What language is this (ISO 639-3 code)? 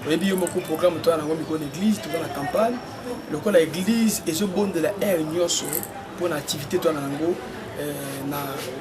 lin